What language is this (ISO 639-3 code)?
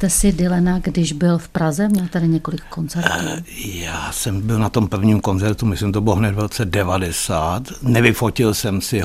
ces